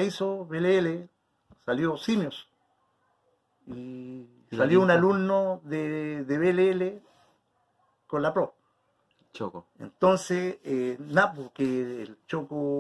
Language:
Spanish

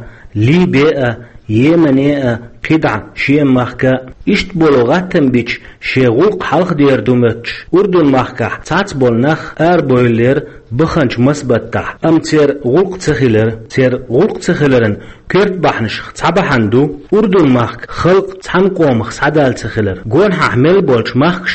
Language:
Chechen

